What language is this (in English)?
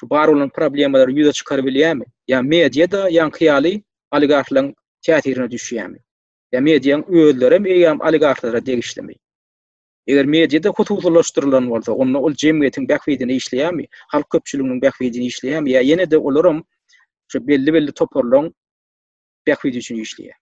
Turkmen